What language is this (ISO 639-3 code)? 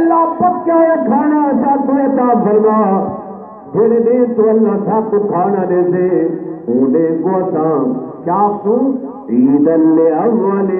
skr